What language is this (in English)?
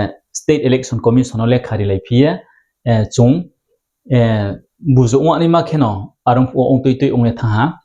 Riang (India)